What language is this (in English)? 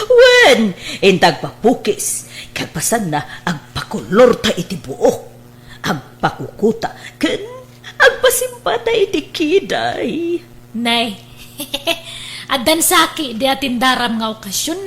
Iloko